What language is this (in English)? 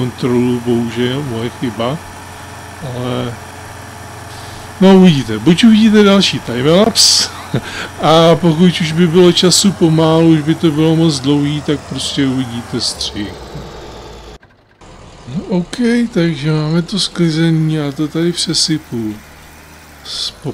Czech